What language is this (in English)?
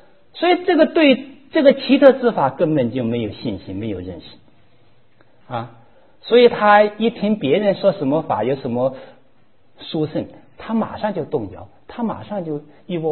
Chinese